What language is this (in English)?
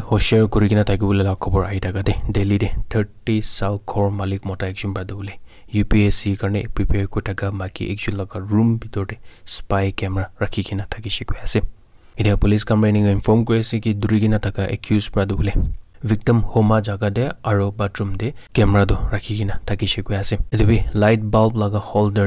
Naga Pidgin